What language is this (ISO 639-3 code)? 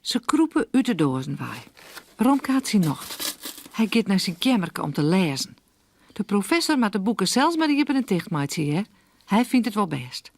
fry